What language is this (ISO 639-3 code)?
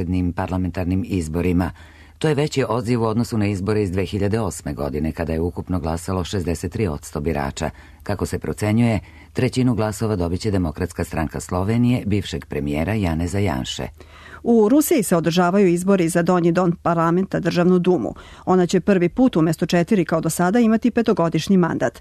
srp